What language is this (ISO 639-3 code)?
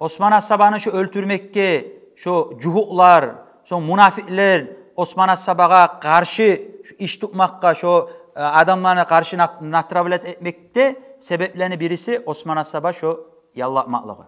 kum